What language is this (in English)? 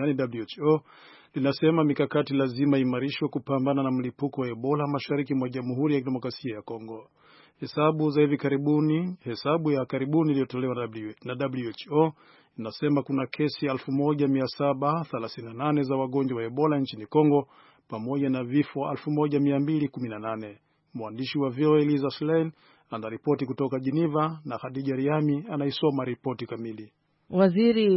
Swahili